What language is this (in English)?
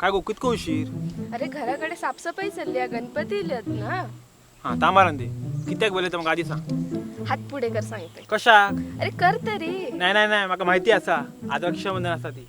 Konkani